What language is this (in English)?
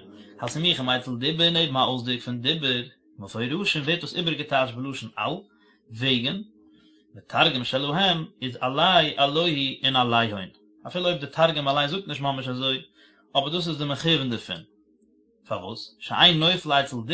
Yiddish